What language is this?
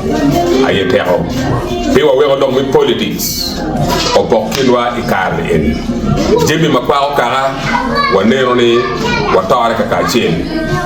Acoli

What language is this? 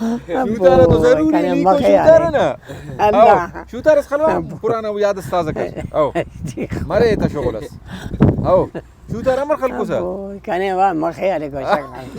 Brahui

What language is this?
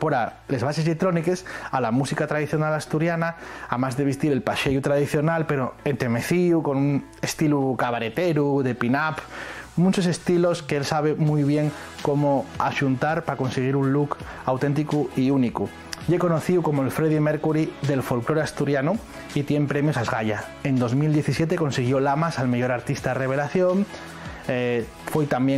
Asturian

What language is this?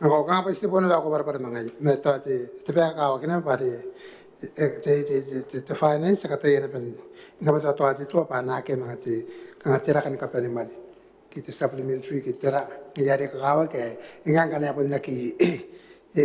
Gilbertese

